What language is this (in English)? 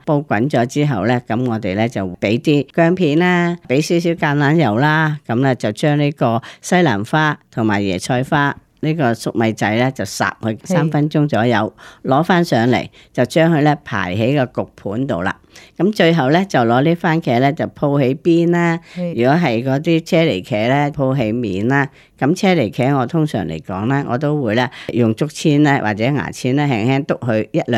Cantonese